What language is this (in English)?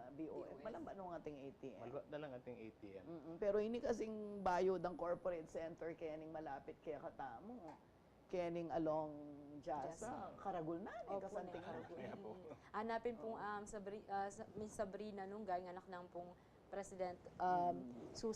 Pampanga